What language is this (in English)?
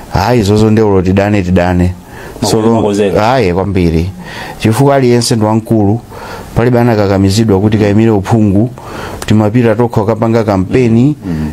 Nyanja